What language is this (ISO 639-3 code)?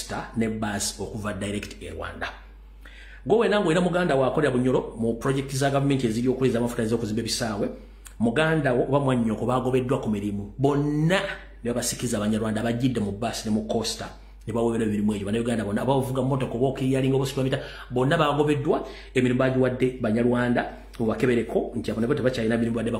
lug